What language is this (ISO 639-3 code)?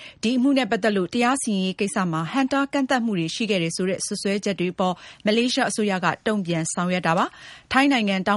mya